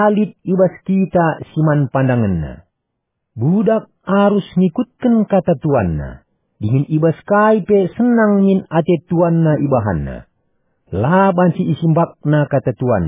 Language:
Batak Karo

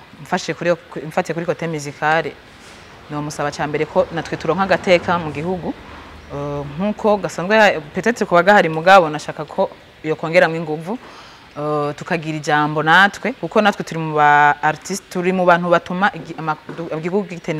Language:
Rundi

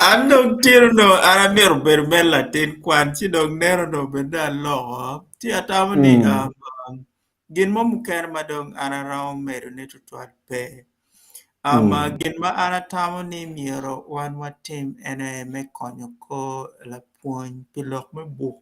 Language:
Acoli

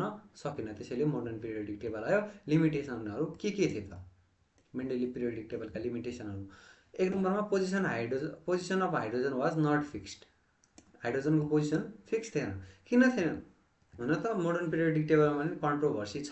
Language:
Nepali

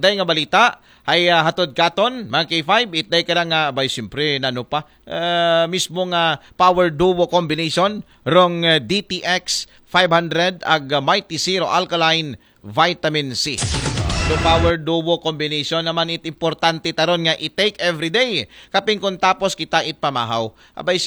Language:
Aklanon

